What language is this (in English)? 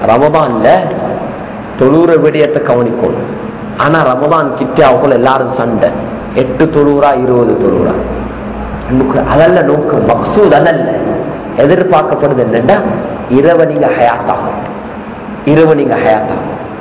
Tamil